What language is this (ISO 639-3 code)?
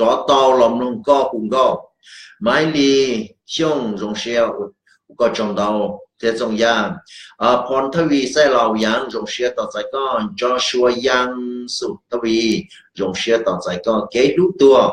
hmn